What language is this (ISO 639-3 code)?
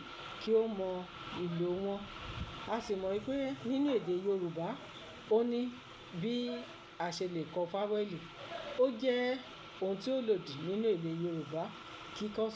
yor